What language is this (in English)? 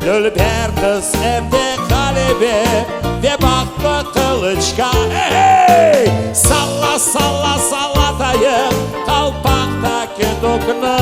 Crimean Tatar